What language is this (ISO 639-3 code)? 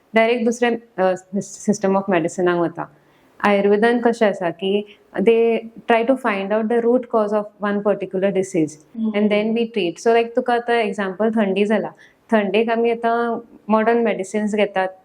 kok